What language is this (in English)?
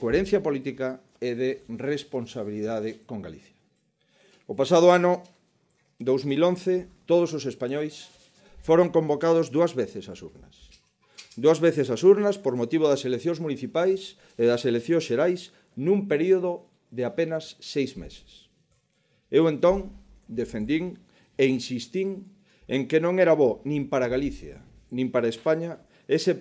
Galician